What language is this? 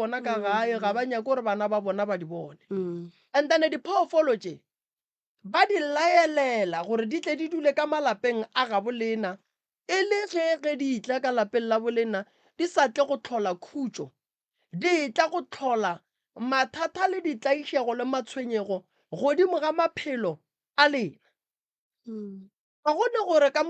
Northern Sotho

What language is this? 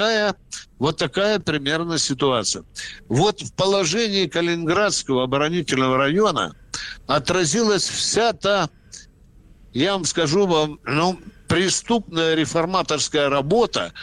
Russian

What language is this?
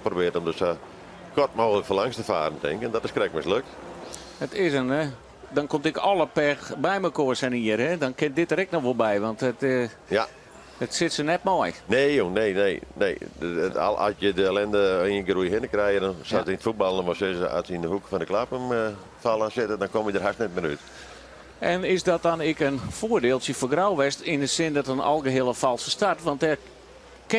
Western Frisian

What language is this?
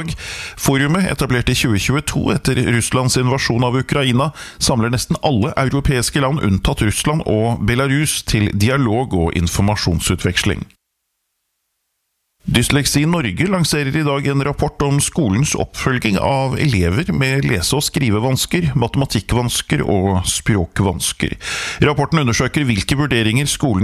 Norwegian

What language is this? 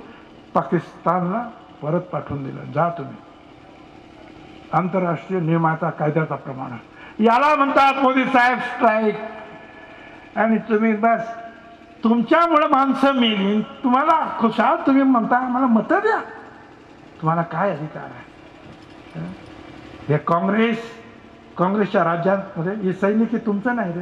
Marathi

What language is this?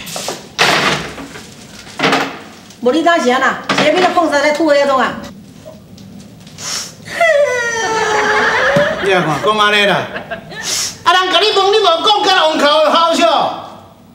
Min Nan Chinese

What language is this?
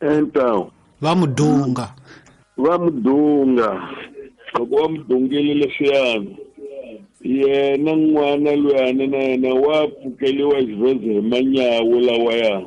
Tsonga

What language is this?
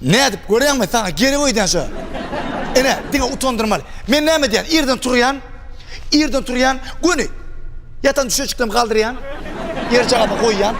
Turkmen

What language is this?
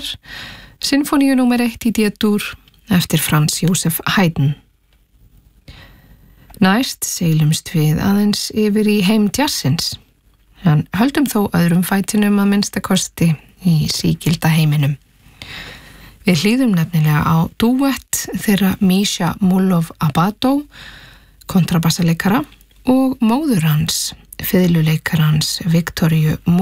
Icelandic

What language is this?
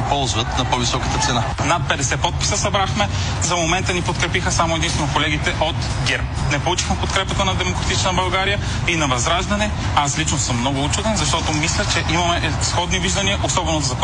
Bulgarian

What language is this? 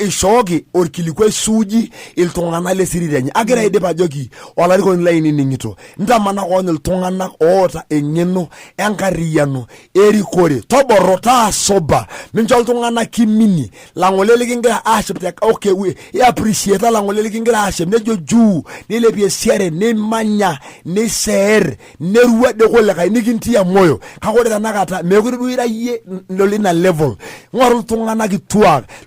Masai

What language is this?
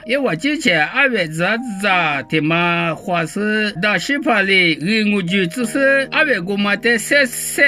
Lisu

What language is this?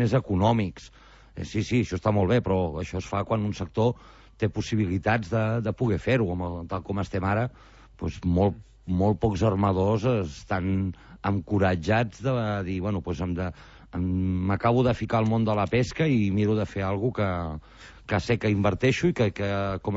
Catalan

